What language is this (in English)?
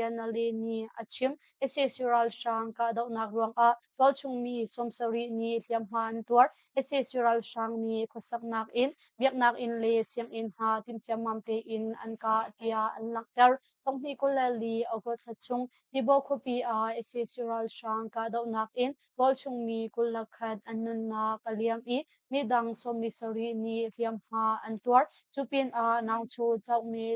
Hakha Chin